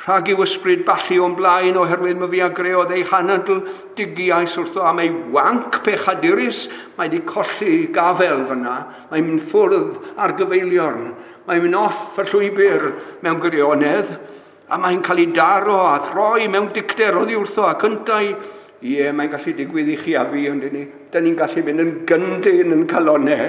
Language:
Welsh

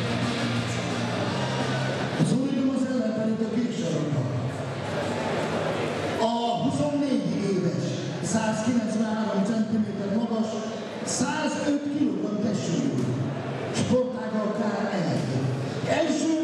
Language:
Hungarian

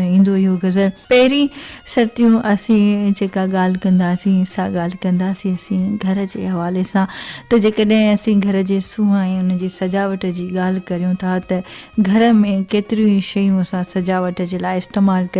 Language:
Sindhi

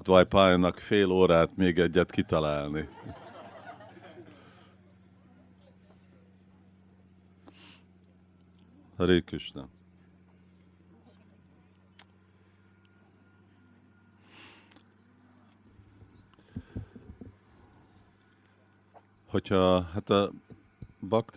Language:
Hungarian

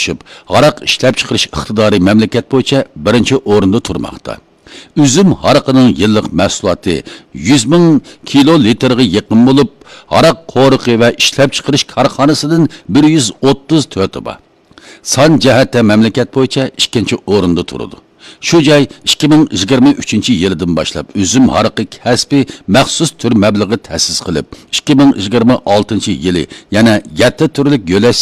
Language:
Uyghur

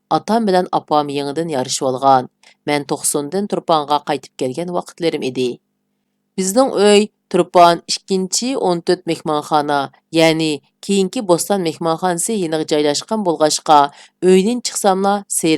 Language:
Uyghur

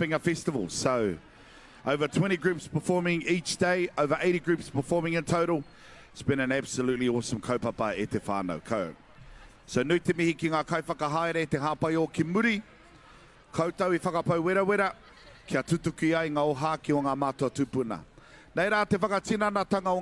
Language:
Māori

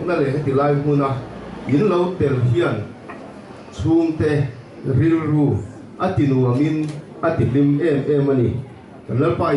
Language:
Mizo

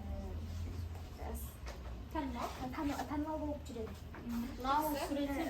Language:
Kazakh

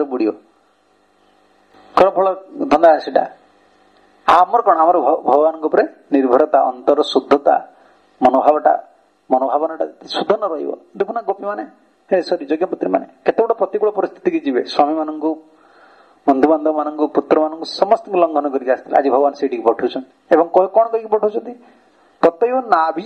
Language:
Odia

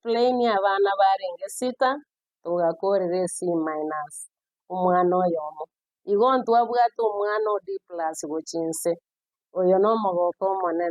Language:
Gusii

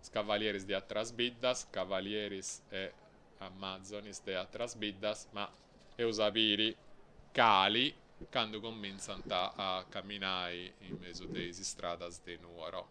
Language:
Sardinian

